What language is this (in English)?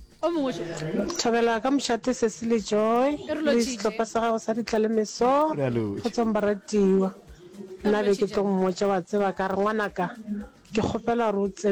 Northern Sotho